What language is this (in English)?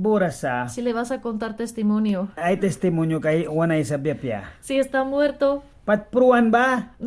Mískito